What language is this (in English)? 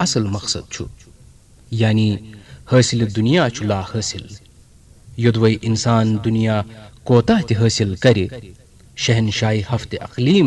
Kashmiri